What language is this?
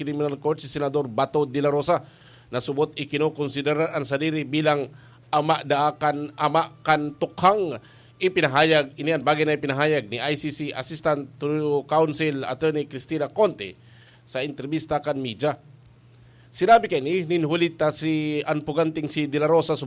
Bikol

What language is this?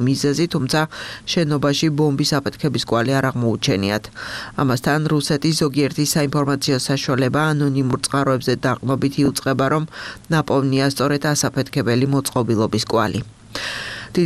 Georgian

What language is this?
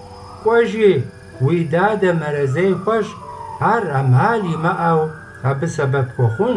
Kabardian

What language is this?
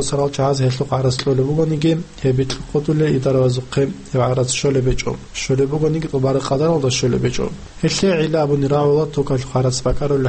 Avaric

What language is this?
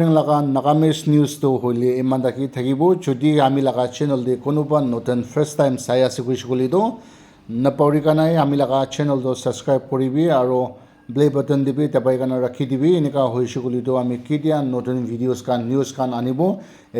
Naga Pidgin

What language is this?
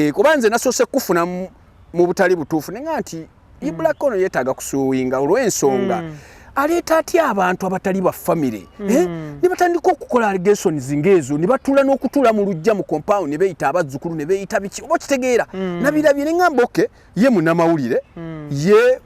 Ganda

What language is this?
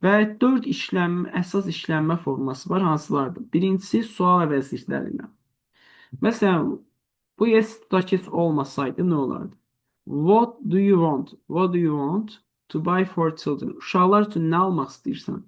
Azerbaijani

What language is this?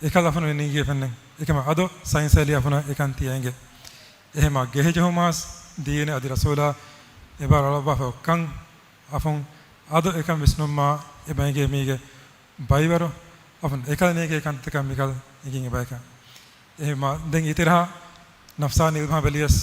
Divehi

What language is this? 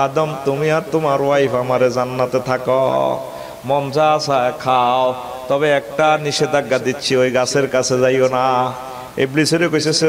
Bangla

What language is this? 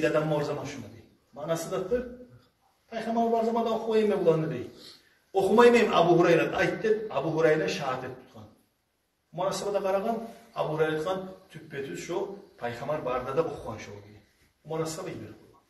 Kumyk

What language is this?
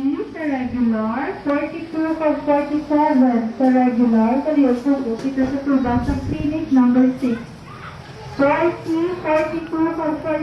Hiligaynon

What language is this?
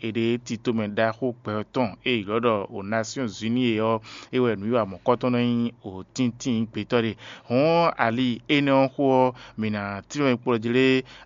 Fon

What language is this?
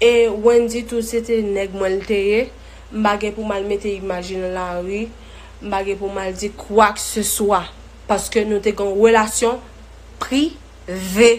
Haitian Creole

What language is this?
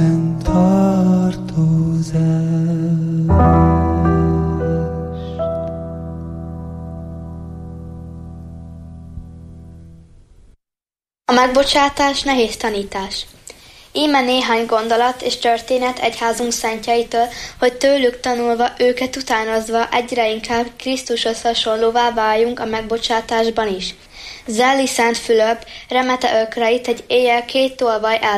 Hungarian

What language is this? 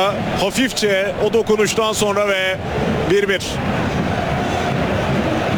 Turkish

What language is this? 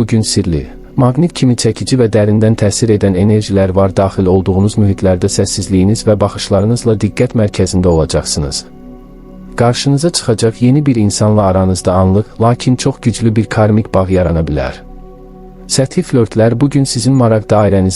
Azerbaijani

